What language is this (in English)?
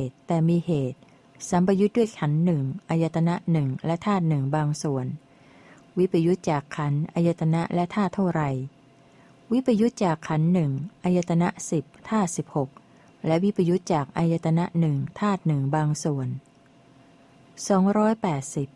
Thai